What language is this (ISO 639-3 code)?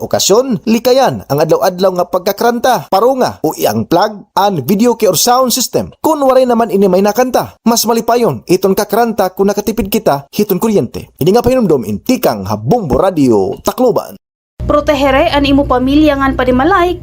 war